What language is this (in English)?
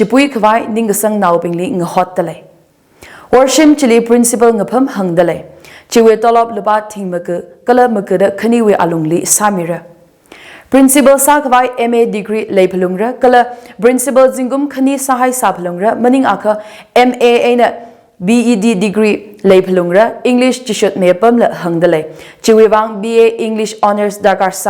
Tangkhul Naga (India)